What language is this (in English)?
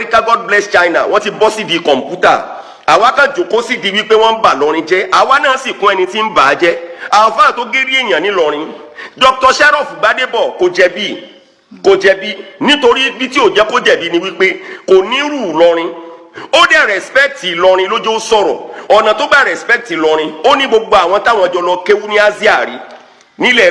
Yoruba